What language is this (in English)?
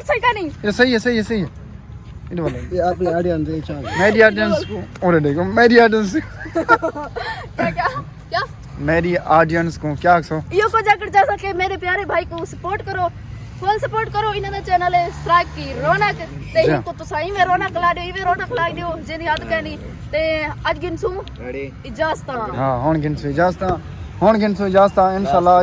Saraiki